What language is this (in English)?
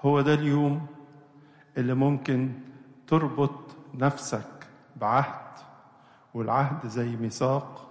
Egyptian Arabic